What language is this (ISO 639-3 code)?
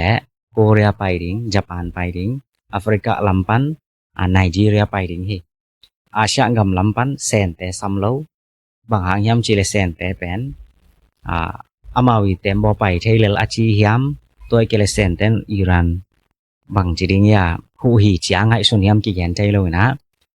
ctd